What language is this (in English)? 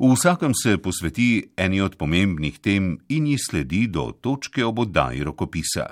Slovenian